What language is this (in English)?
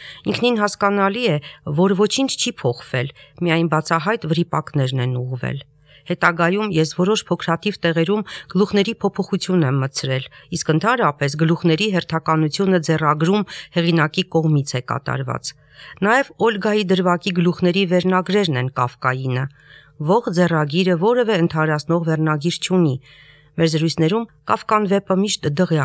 Armenian